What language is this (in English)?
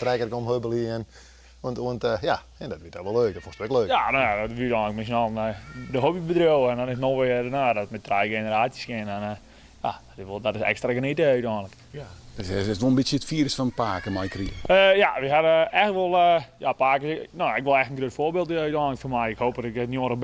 Western Frisian